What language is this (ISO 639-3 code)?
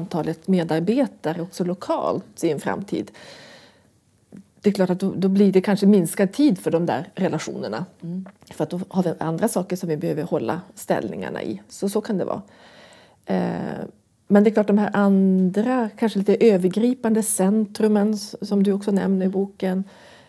swe